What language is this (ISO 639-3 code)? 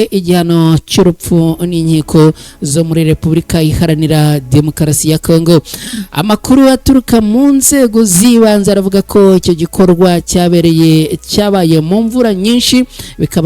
kin